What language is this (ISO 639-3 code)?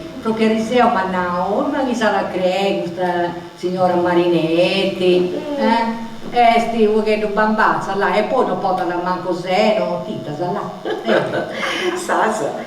srd